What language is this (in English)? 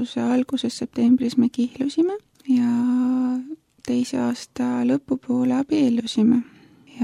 Estonian